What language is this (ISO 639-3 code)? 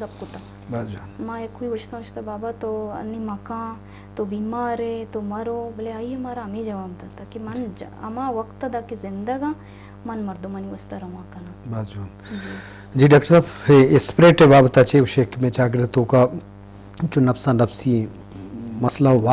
bgp